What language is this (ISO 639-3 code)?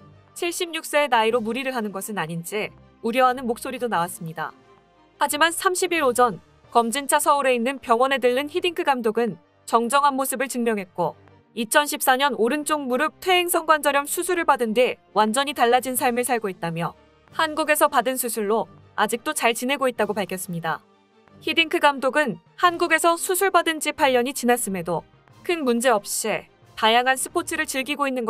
kor